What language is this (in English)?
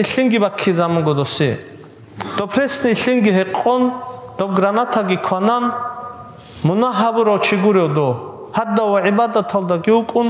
Avaric